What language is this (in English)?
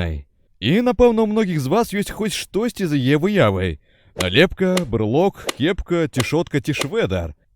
Belarusian